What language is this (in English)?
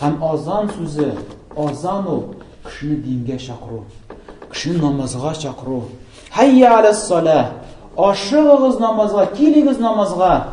Tatar